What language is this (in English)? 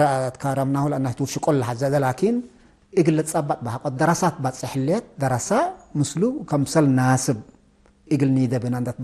Tigre